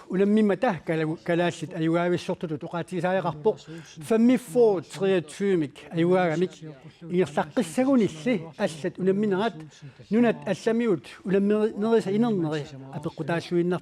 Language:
Kalaallisut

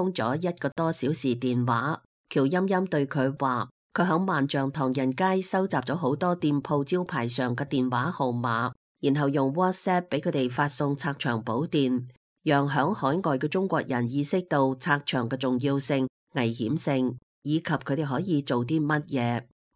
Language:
Cantonese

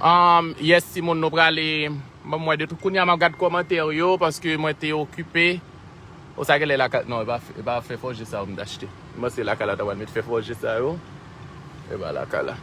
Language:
Haitian Creole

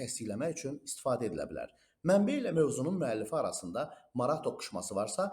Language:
Azerbaijani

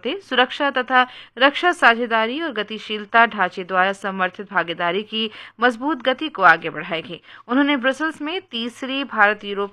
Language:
Hindi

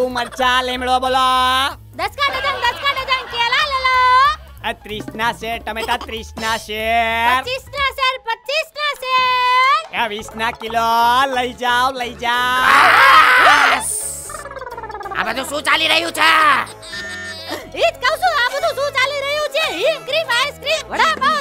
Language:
Gujarati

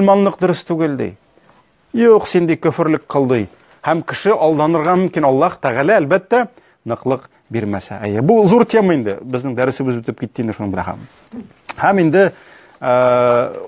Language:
Tatar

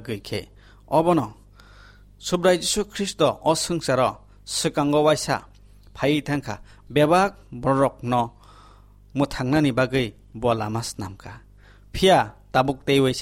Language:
Kok Borok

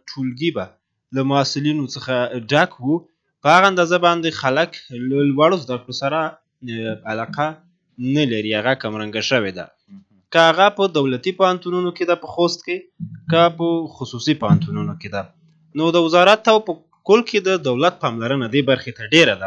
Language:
Pashto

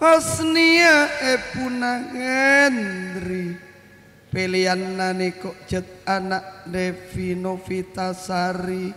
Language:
Madurese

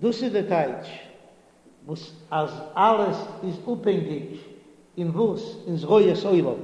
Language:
Yiddish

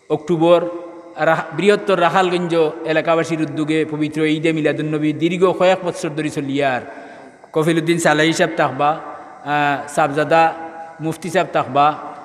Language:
Sylheti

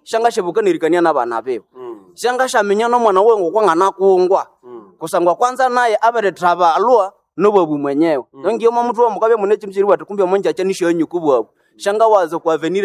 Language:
Nande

